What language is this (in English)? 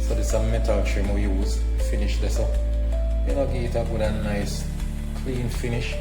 Jamaican Creole English